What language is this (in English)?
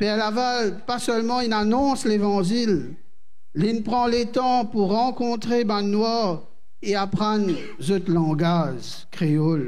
Morisyen